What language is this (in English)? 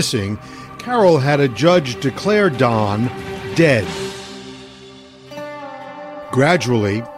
English